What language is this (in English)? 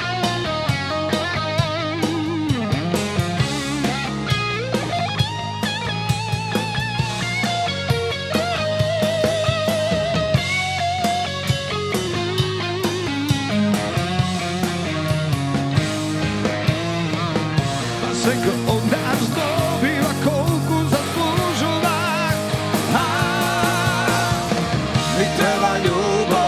Croatian